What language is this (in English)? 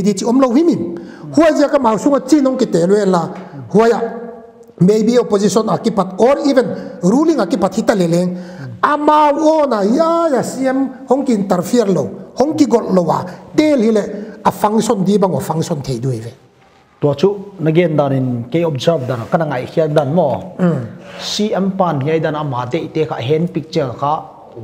Paite Chin